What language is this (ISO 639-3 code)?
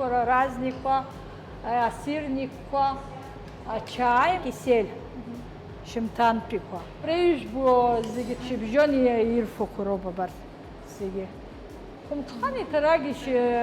abk